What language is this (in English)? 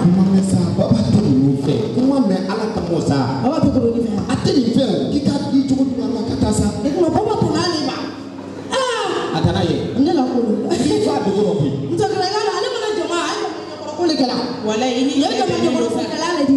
Bambara